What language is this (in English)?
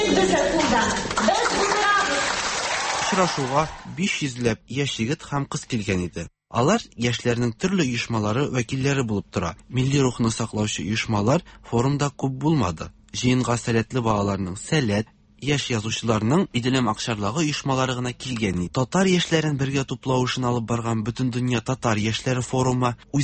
Tatar